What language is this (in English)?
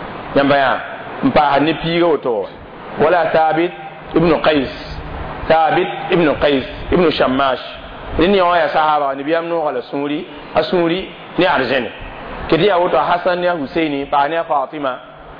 Mossi